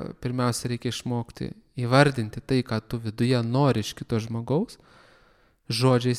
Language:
Lithuanian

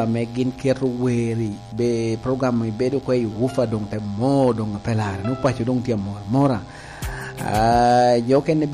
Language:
Lango (Uganda)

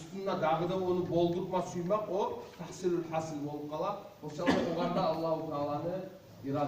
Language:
Kumyk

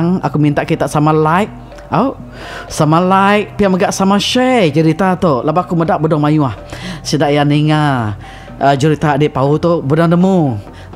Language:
Iban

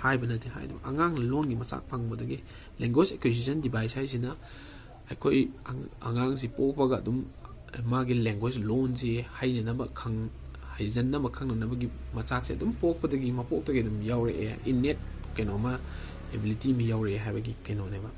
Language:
Manipuri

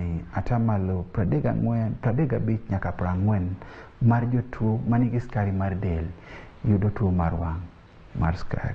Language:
Luo (Kenya and Tanzania)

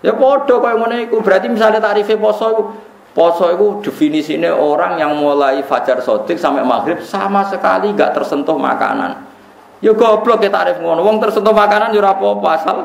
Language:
Javanese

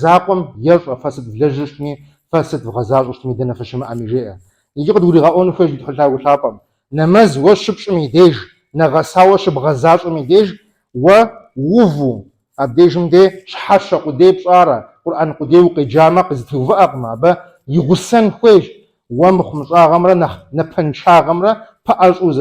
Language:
Kabardian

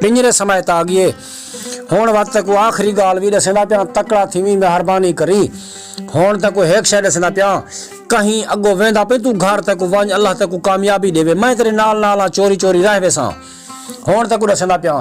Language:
Saraiki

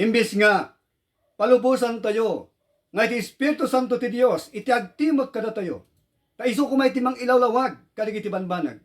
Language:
Iloko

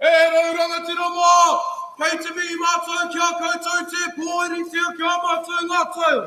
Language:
Māori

